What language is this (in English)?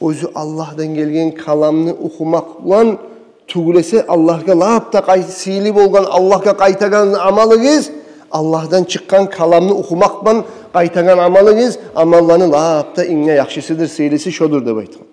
Kumyk